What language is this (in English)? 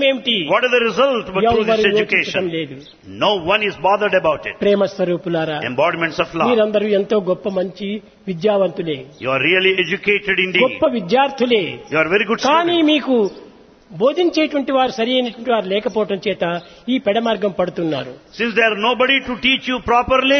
Telugu